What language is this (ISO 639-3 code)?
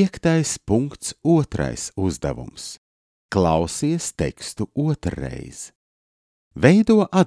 lav